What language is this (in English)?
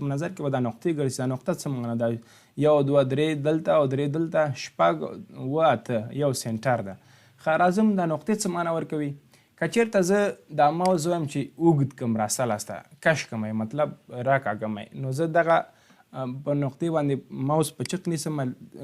Pashto